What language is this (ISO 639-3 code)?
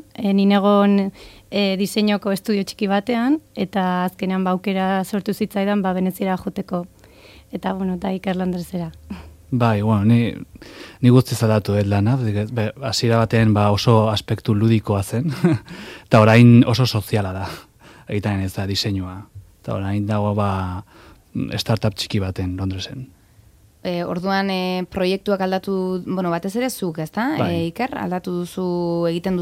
eus